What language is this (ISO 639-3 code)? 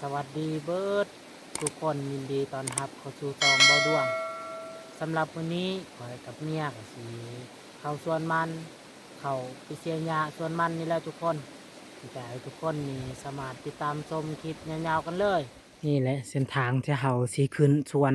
lao